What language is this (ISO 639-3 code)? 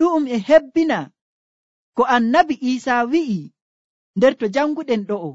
fuv